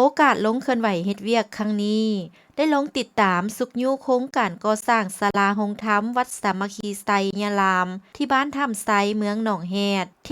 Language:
Lao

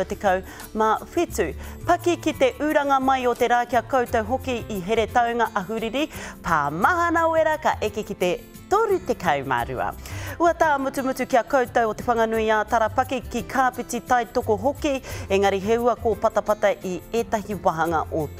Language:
Māori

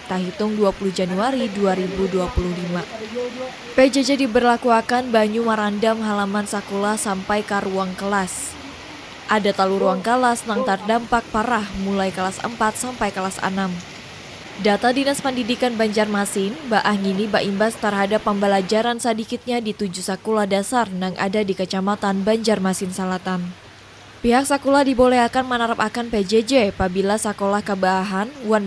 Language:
Banjar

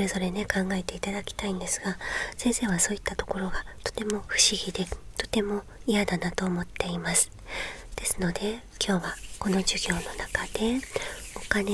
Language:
Japanese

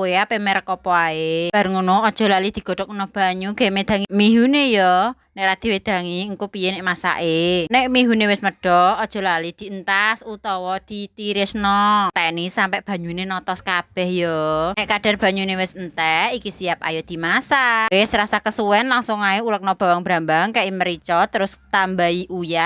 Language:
Javanese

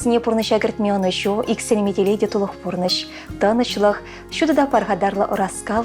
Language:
Chuvash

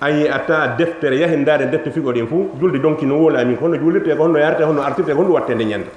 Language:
Fula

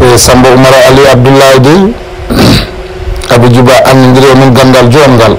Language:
Fula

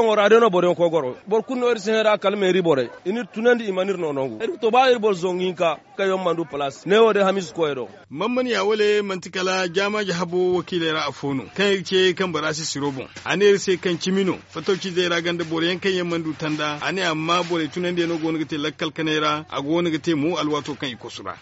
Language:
Zarma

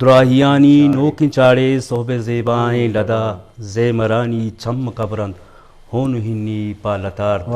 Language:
Eastern Balochi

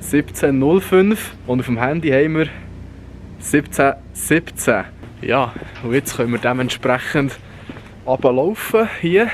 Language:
Swiss German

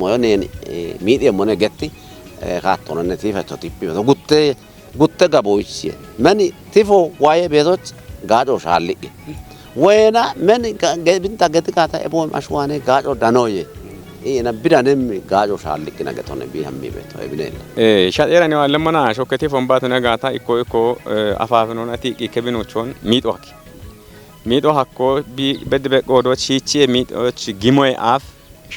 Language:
Kafa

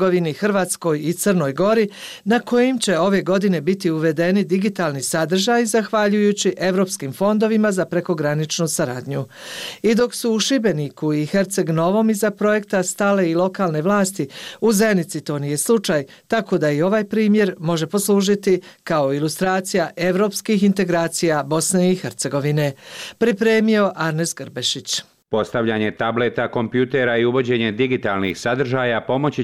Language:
Bosnian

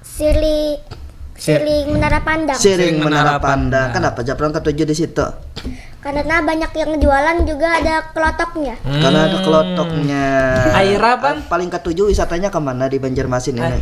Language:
Banjar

